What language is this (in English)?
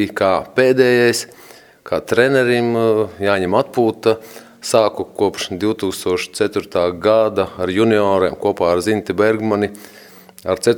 Latvian